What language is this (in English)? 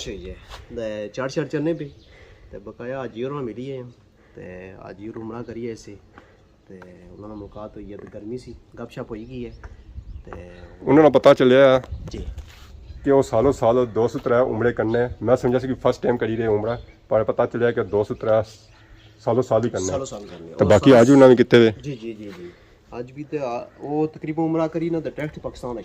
Pahari-Potwari